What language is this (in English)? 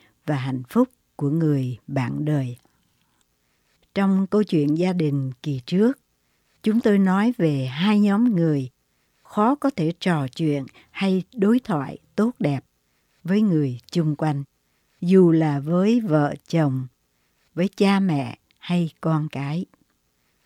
Vietnamese